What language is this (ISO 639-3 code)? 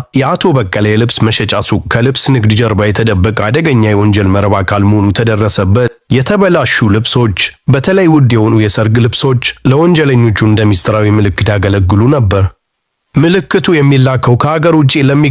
amh